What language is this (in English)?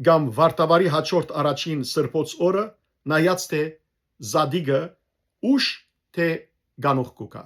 Western Armenian